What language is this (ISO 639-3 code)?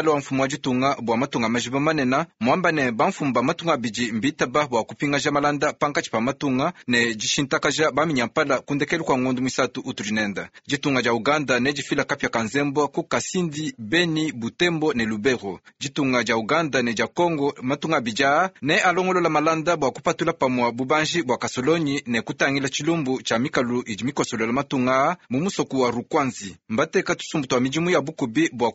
lua